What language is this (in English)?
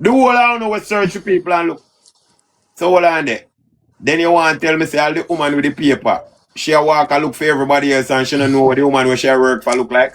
Jamaican Creole English